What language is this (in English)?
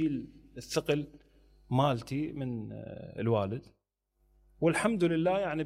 Mesopotamian Arabic